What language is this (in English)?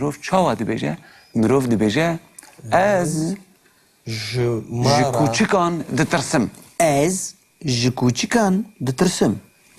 Kurdish